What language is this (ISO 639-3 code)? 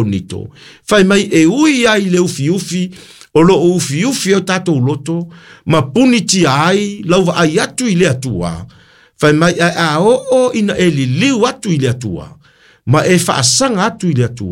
smo